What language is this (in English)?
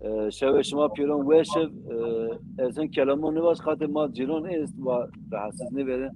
Zaza